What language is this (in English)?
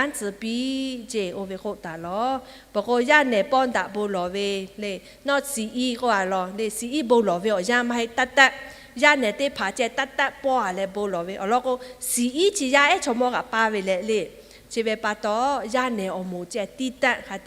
Lahu